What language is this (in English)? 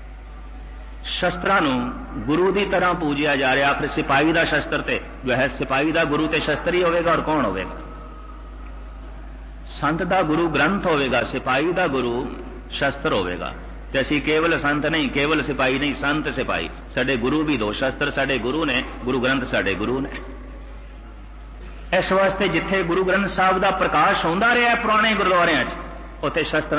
Punjabi